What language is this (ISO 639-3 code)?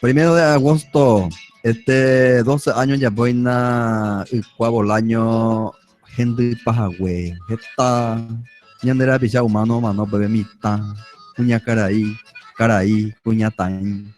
grn